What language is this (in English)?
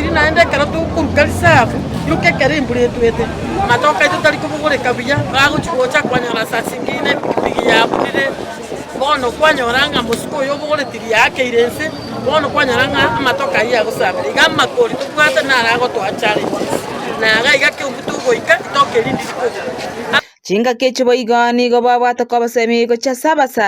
Gusii